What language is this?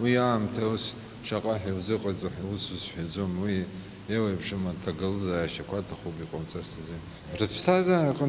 Abkhazian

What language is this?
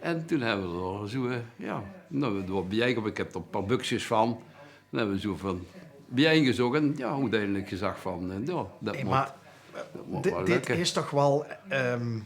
Limburgish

